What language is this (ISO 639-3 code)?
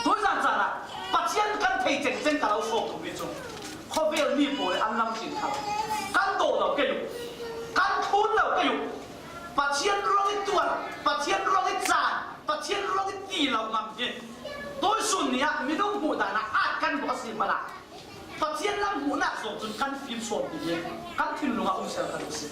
cfm